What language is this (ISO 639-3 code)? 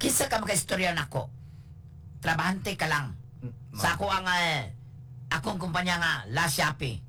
ceb